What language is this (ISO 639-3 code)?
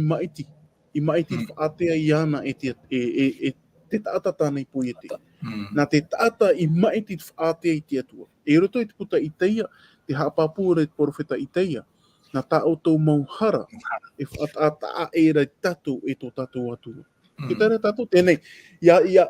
tah